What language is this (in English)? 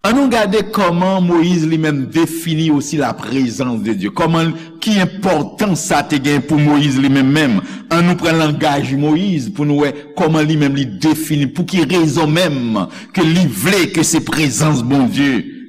Haitian Creole